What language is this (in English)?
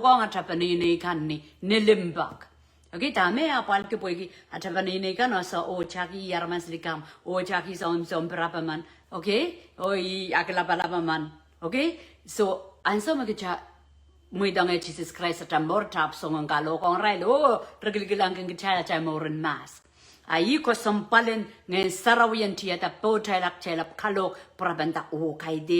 Pohnpeian